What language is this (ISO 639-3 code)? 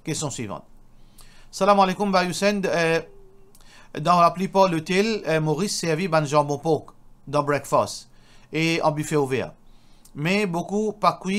mfe